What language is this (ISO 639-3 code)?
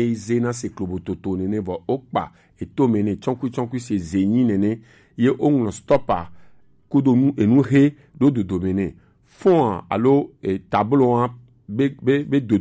gej